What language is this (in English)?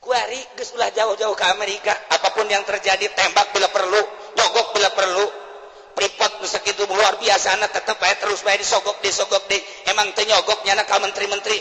Sundanese